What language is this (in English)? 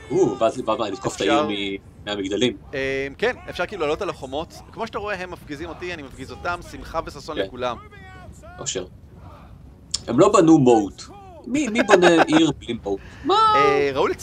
Hebrew